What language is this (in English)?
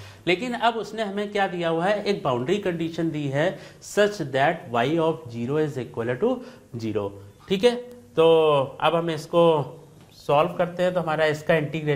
Hindi